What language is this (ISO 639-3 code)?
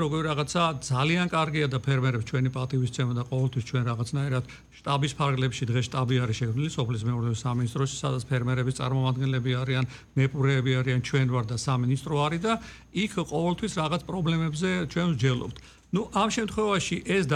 kat